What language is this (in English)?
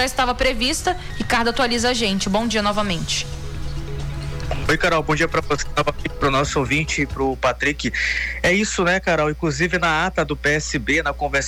Portuguese